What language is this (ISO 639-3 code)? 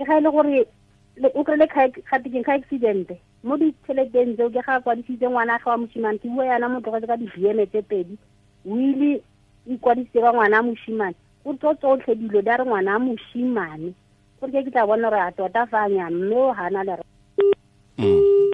tsn